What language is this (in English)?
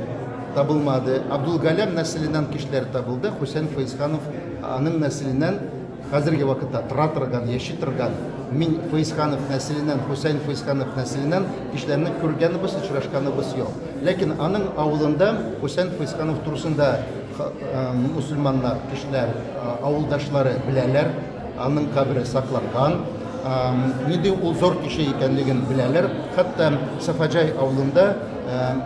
Tatar